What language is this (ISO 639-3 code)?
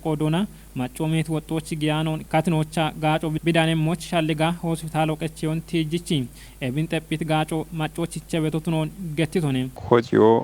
kbr